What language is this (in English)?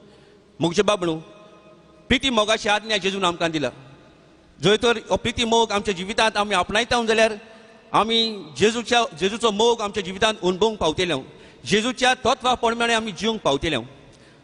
Konkani